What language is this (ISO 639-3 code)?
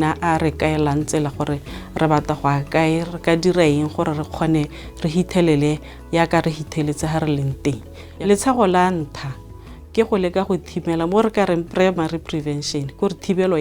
tsn